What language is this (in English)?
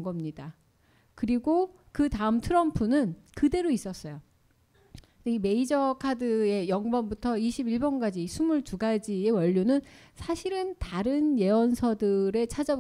Korean